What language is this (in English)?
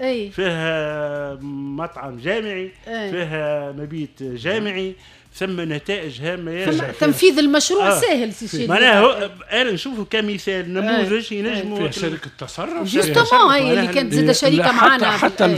Tunisian Arabic